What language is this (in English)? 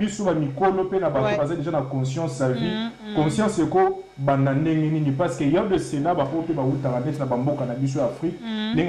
Lingala